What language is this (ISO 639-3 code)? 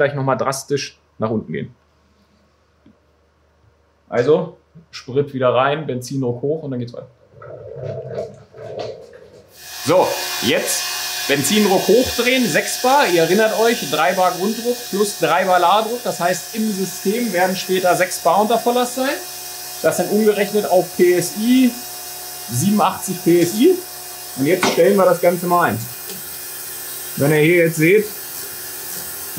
deu